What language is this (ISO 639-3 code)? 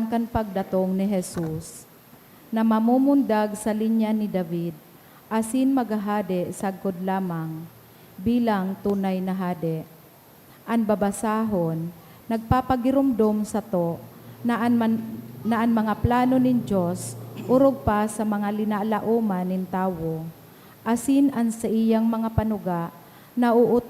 bik